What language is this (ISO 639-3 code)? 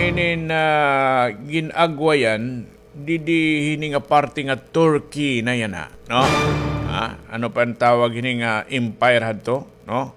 war